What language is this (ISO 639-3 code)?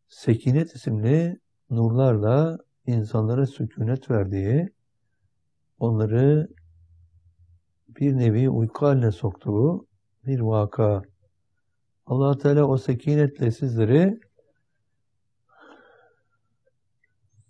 tur